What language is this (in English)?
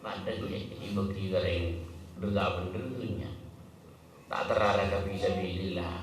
Madurese